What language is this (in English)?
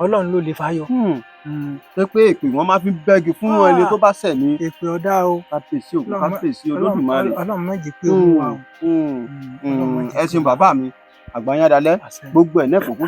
Yoruba